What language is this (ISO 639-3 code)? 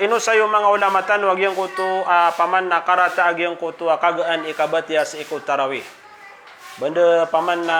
mrw